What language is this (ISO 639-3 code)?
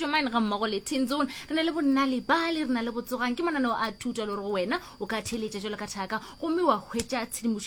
nso